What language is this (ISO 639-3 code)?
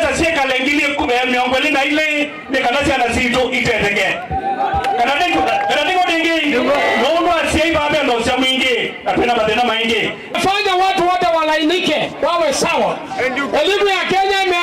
kam